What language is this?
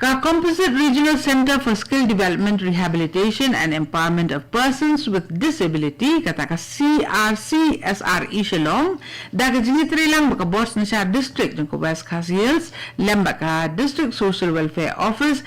Khasi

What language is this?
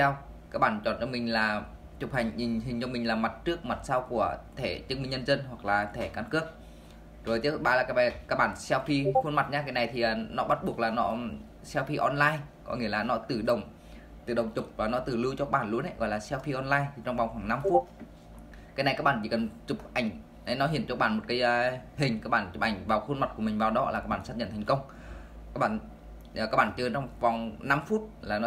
Vietnamese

